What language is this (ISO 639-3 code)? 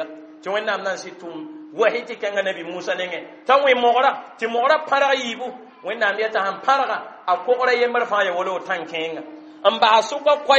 mos